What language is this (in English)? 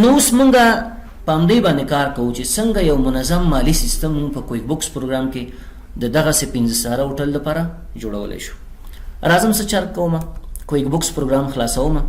Pashto